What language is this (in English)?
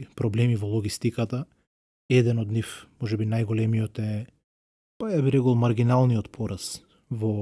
Macedonian